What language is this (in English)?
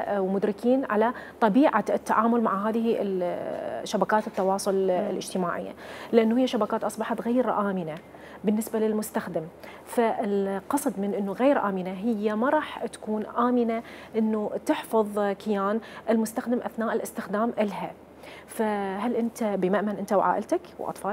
Mesopotamian Arabic